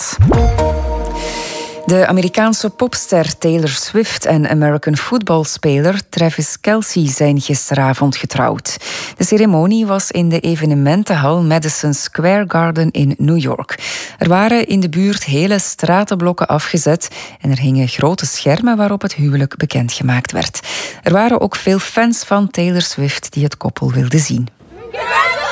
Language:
Dutch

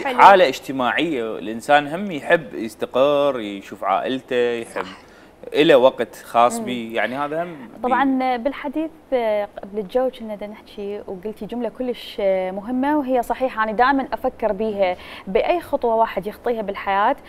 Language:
Mesopotamian Arabic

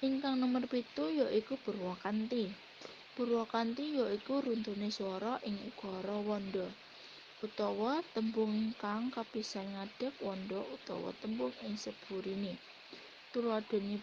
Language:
Javanese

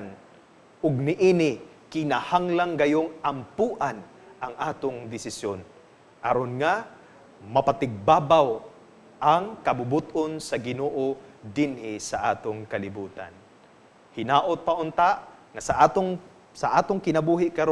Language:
Cebuano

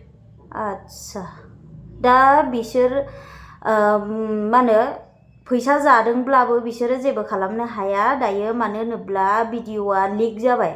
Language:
Bodo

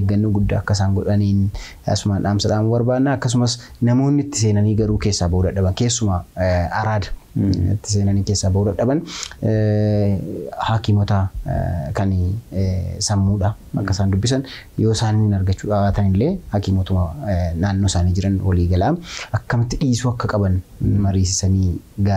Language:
Oromo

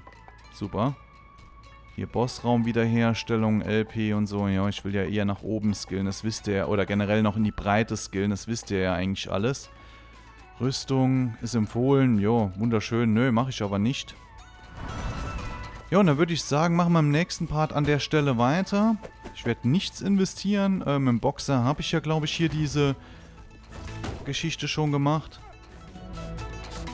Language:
German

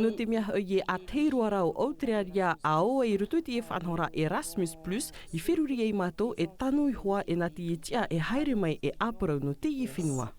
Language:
Tahitian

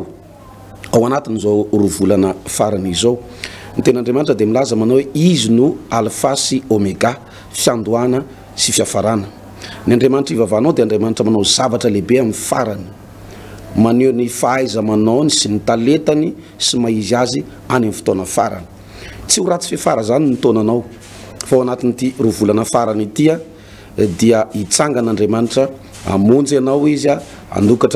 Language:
Malagasy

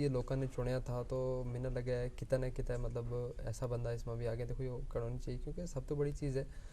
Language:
Gujari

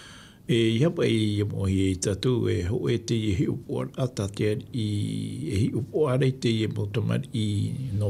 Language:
Tahitian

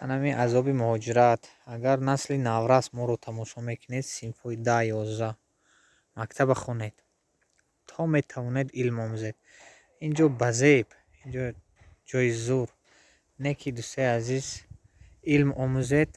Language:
Tajik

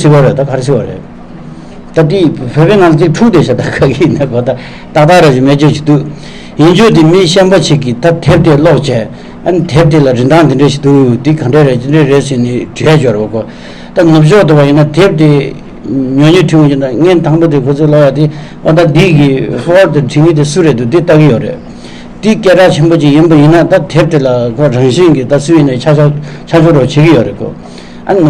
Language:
Tibetan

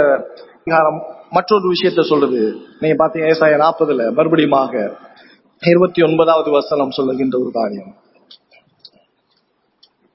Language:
Tamil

